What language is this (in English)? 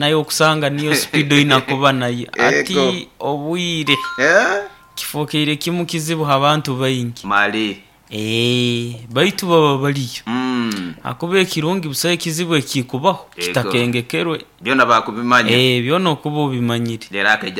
Nyoro